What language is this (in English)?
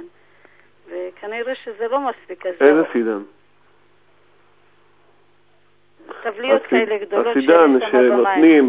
Hebrew